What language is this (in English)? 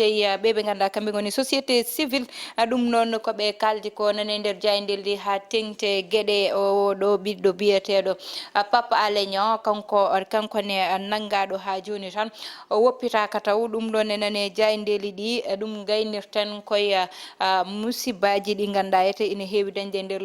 Fula